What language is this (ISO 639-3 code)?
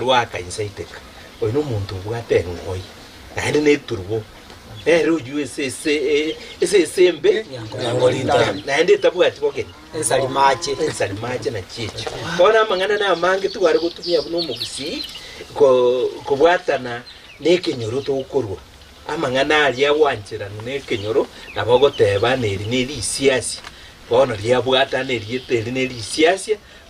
guz